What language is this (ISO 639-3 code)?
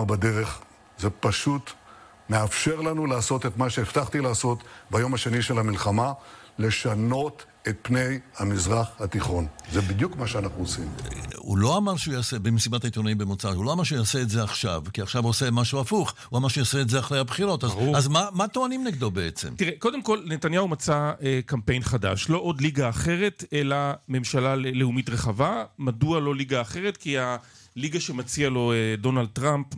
heb